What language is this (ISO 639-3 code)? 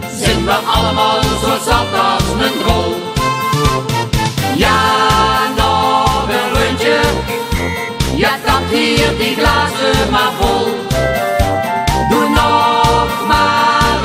nld